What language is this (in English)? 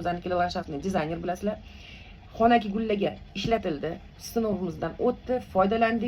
Uzbek